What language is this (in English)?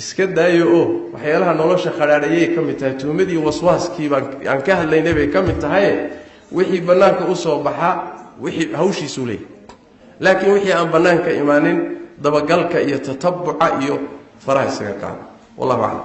Somali